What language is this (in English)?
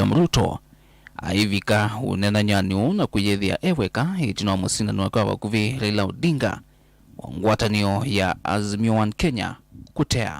Kamba